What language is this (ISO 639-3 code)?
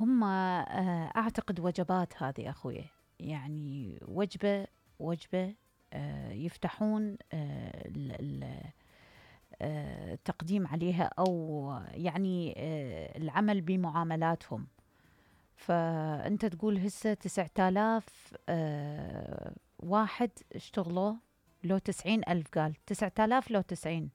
acm